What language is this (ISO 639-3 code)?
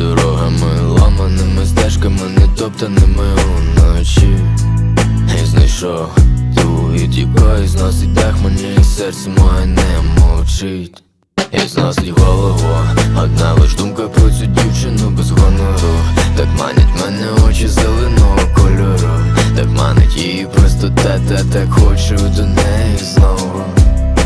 ukr